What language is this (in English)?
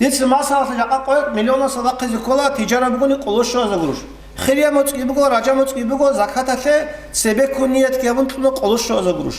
Avaric